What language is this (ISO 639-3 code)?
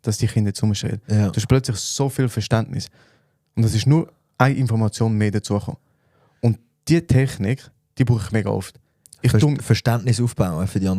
gsw